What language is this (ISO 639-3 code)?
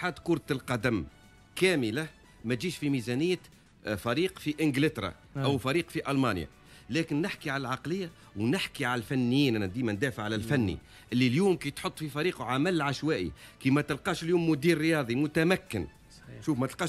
aeb